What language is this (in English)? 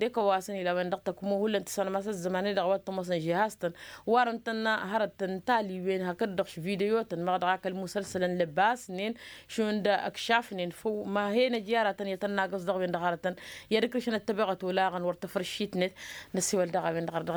Tamasheq